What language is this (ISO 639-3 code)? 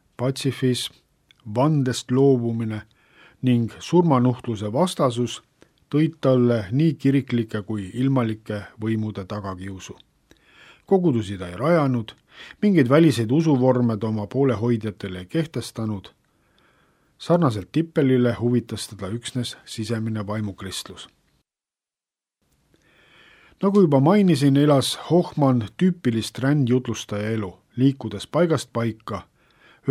est